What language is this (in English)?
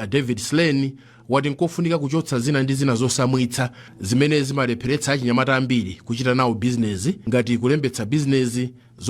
Nyanja